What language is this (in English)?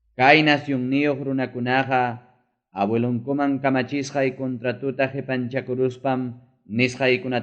Ayacucho Quechua